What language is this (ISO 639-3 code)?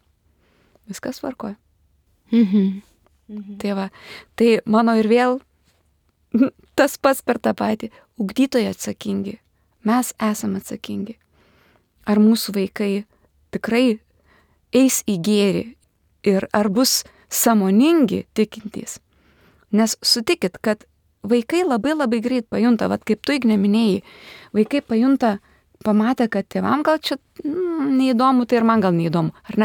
lit